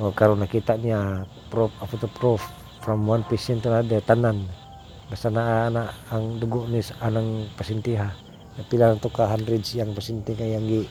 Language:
Cebuano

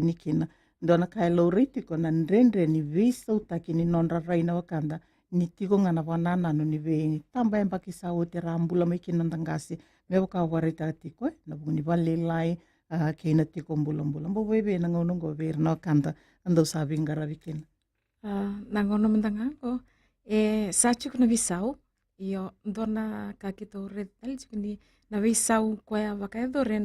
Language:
Fijian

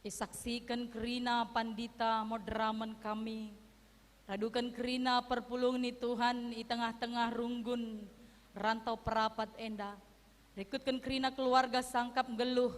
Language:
Batak Karo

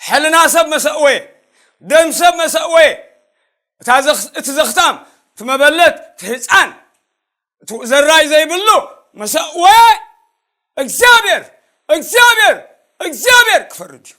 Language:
Tigrinya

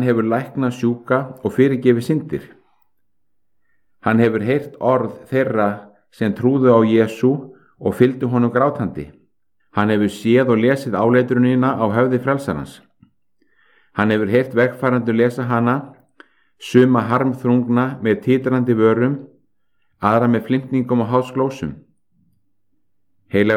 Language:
Icelandic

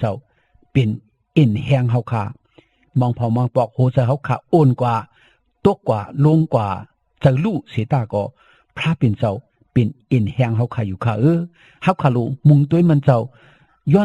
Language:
Shan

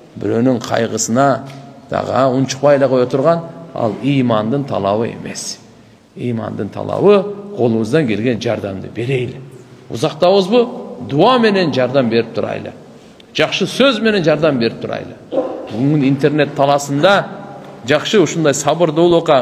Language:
Kyrgyz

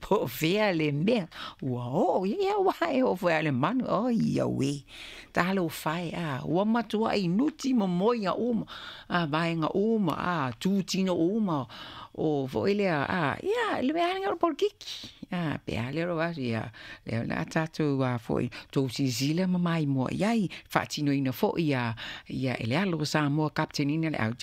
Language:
Samoan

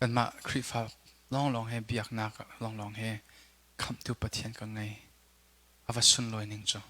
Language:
Hakha Chin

